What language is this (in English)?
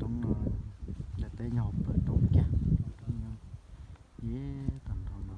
Hmong